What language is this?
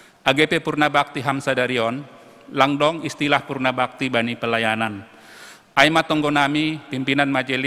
Batak Simalungun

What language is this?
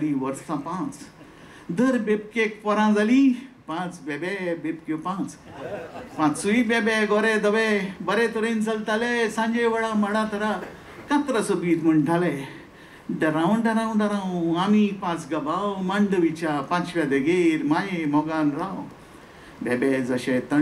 Konkani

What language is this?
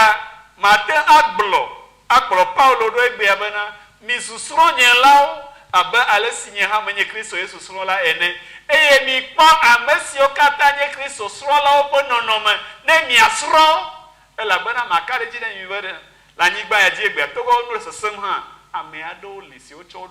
Ewe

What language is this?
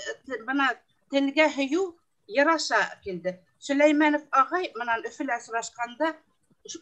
Bashkir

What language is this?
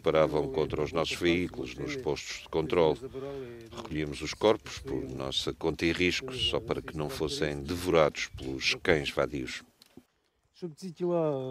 Portuguese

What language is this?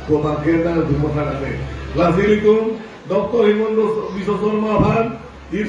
Karbi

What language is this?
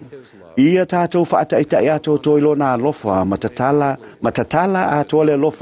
Samoan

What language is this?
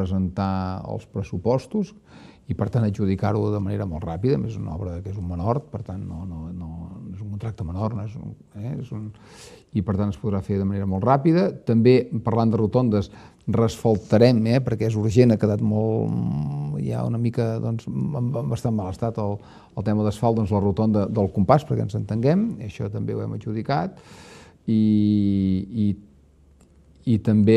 Catalan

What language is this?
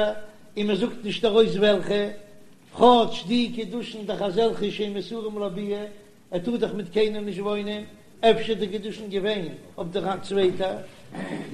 Yiddish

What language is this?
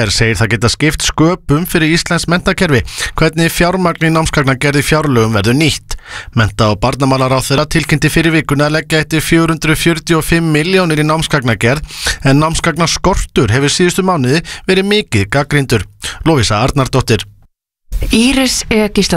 Icelandic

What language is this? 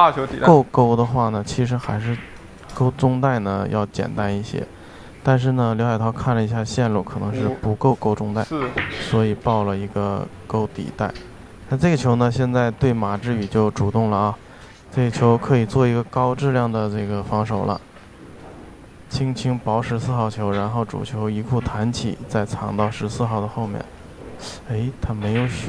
Chinese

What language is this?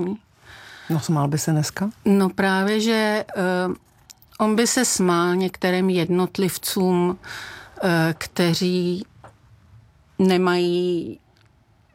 Czech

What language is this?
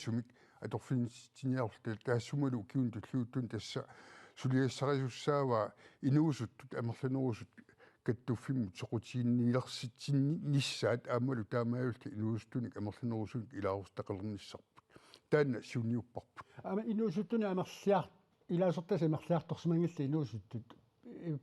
Kalaallisut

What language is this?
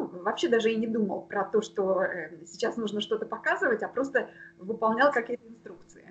Russian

